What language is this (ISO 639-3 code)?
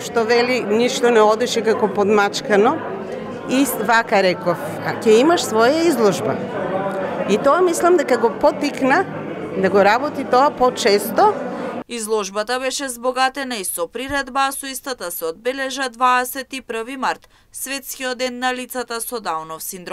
mkd